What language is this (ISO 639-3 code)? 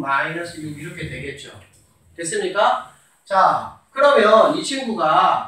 kor